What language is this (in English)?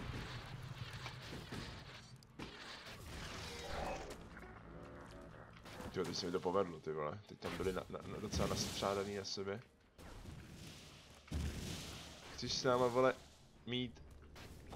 Czech